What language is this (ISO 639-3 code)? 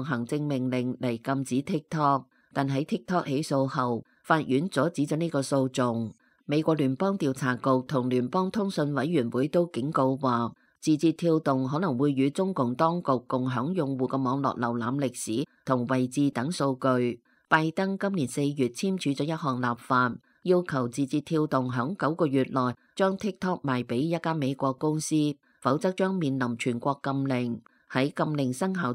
yue